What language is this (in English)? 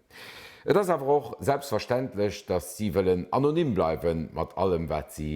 Luxembourgish